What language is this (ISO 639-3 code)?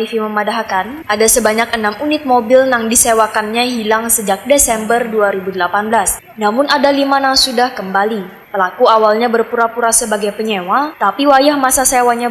bjn